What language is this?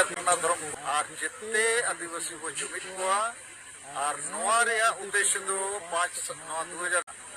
Santali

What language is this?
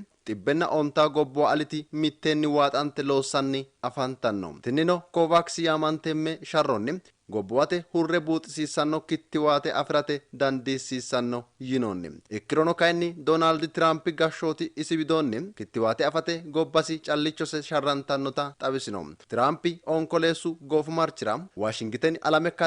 Sidamo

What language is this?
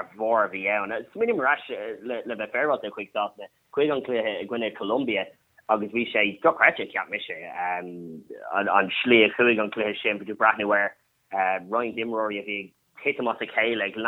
Irish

